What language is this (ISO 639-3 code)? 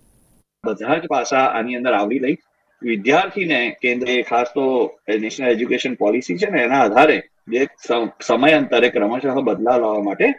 guj